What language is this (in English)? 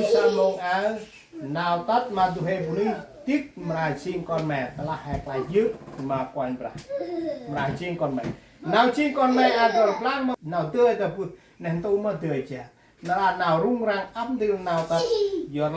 Central Mnong